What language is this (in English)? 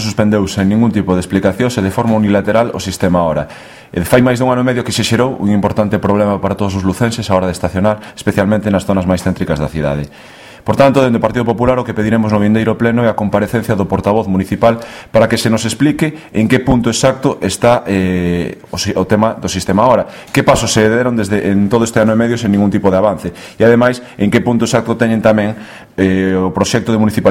Galician